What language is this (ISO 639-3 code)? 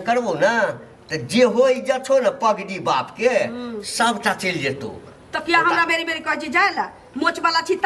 mai